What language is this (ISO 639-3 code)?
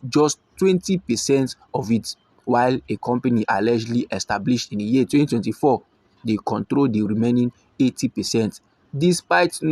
pcm